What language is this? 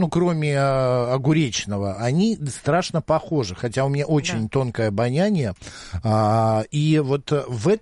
Russian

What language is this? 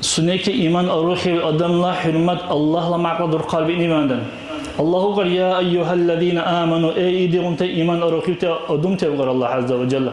Dargwa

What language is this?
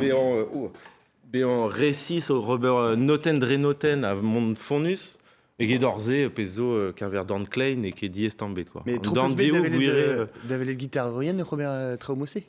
Breton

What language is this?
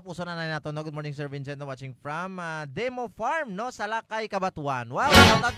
Hiligaynon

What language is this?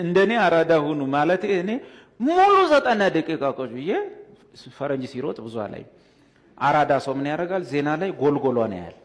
Amharic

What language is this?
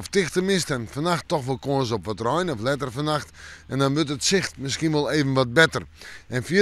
Western Frisian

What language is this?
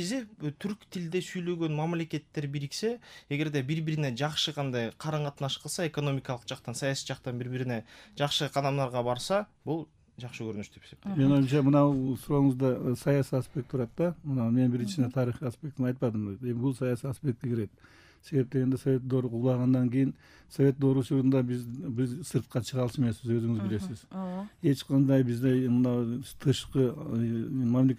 Kyrgyz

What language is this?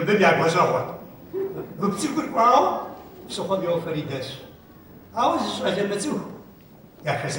Kabardian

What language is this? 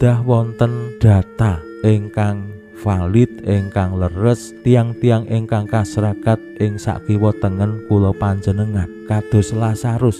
Javanese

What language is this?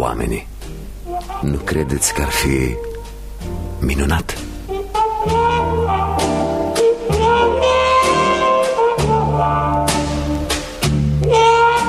Romanian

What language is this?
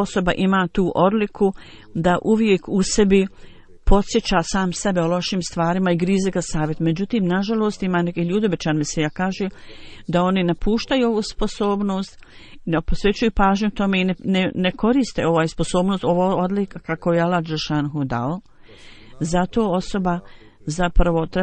Bosnian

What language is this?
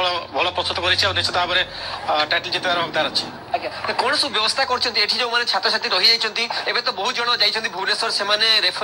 Odia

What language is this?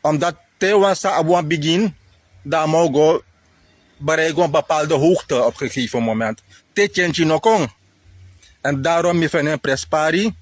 Sranan Tongo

